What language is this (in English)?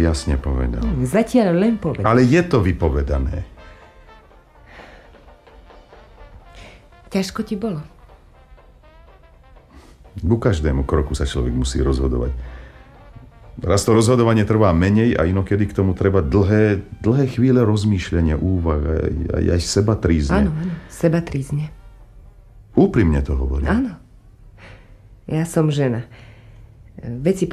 Slovak